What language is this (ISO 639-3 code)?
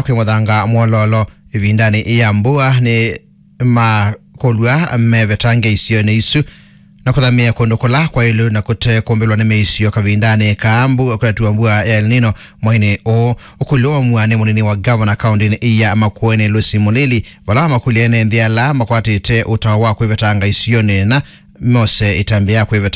kam